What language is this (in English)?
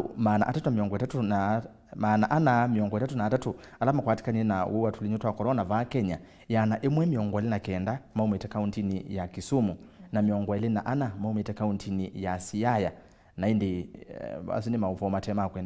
Kamba